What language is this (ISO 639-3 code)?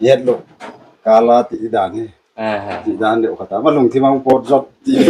pck